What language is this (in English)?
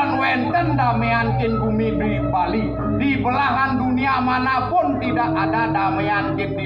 Balinese